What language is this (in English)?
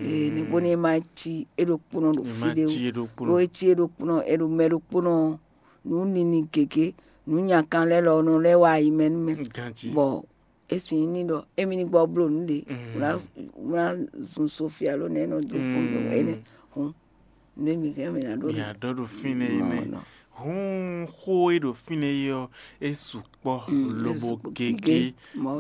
Fon